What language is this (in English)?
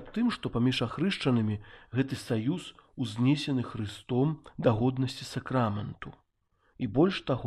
Belarusian